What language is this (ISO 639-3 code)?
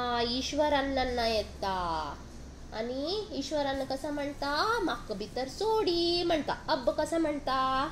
kok